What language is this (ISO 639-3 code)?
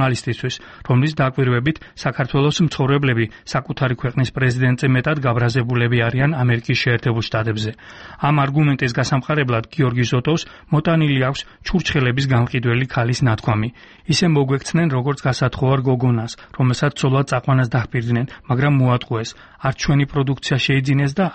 kat